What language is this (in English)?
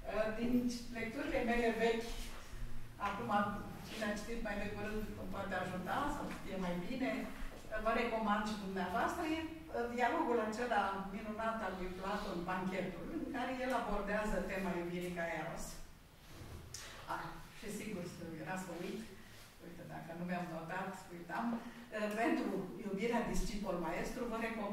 Romanian